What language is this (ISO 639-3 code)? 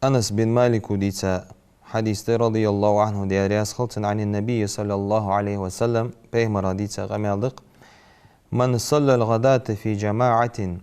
inh